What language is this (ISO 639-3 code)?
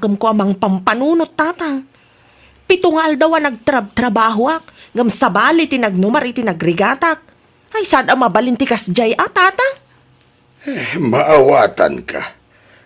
ilo